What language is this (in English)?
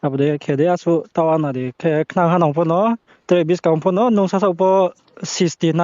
Riang (India)